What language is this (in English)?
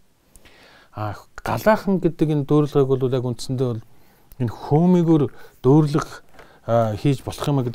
Mongolian